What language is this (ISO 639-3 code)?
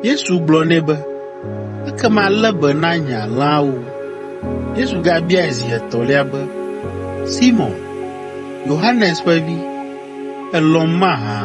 ewe